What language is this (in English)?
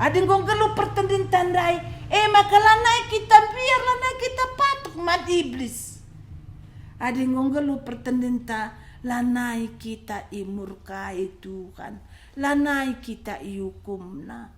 Batak Karo